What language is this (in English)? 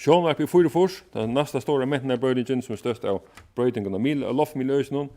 Faroese